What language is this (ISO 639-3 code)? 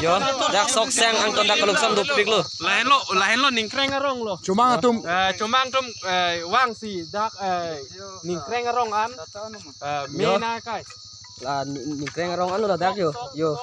mjw